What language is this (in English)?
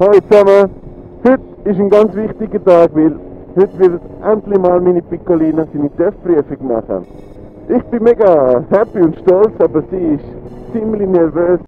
Swiss German